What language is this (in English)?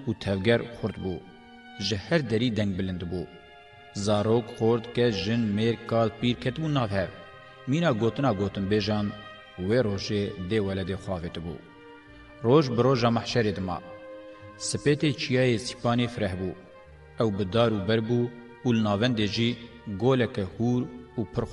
Kurdish